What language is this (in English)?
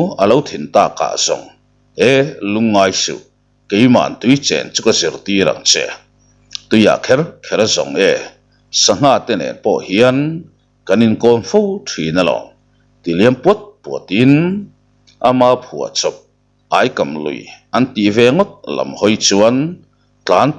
Mizo